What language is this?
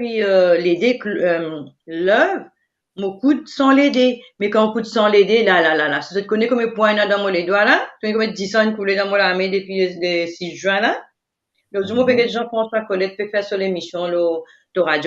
Morisyen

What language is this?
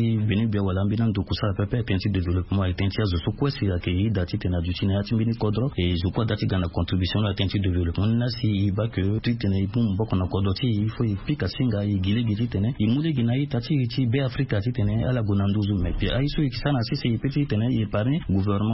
Sango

